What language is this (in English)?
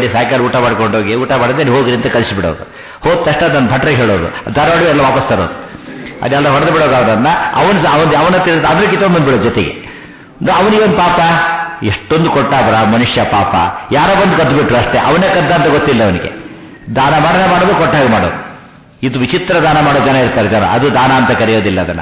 Kannada